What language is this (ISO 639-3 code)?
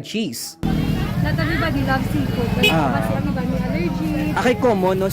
hil